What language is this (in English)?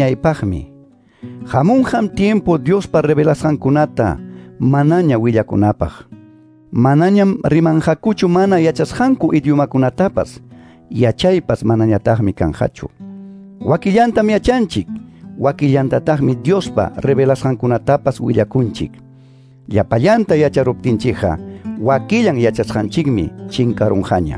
Quechua